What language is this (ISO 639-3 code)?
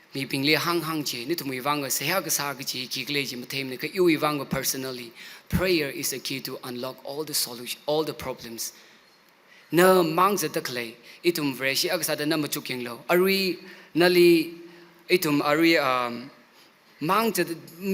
nmf